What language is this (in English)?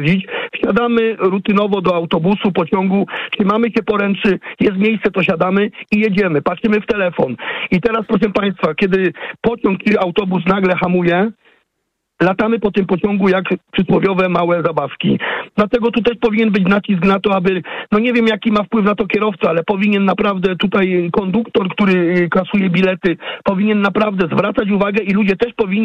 Polish